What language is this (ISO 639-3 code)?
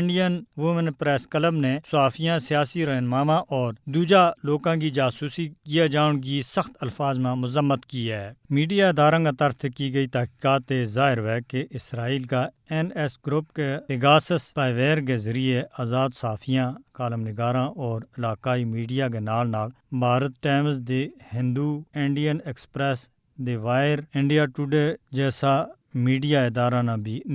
gju